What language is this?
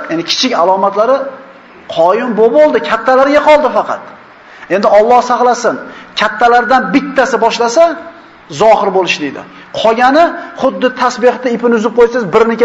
Uzbek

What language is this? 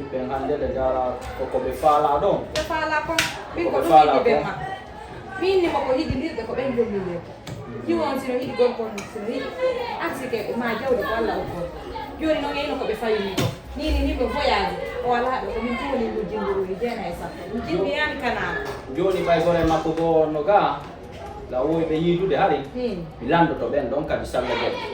Fula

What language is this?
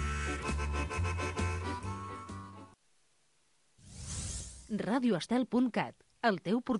Catalan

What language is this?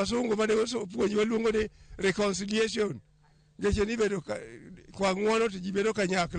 Luo (Kenya and Tanzania)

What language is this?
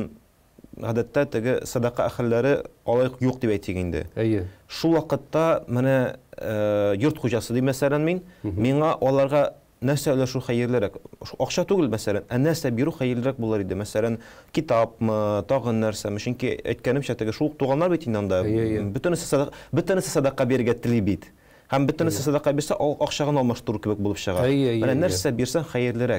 Tatar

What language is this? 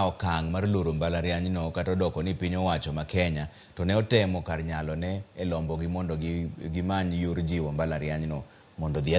Luo (Kenya and Tanzania)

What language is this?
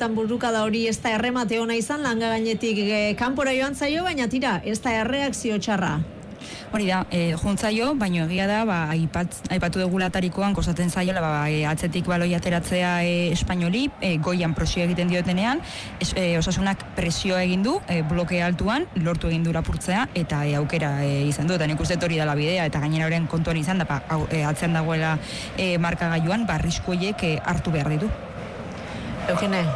Basque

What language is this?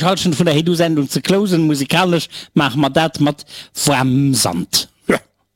Luxembourgish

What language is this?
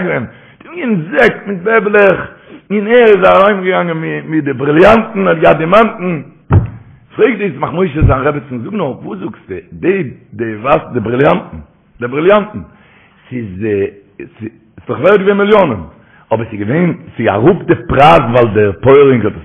Yiddish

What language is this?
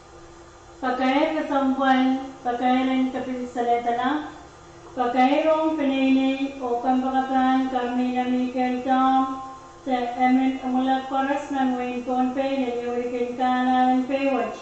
Pohnpeian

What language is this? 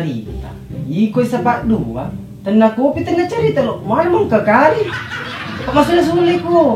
Buginese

